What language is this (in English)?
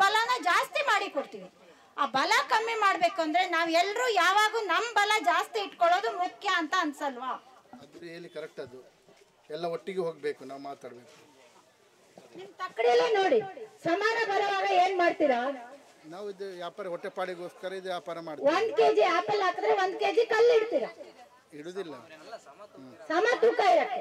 Kannada